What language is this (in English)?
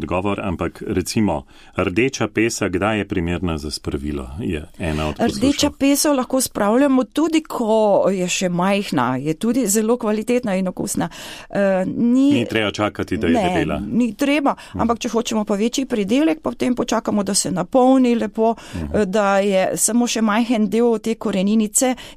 Slovenian